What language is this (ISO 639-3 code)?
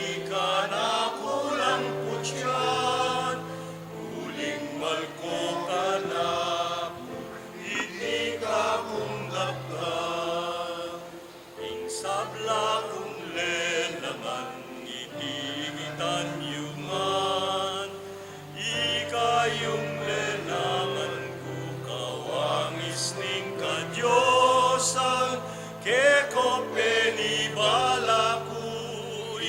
pam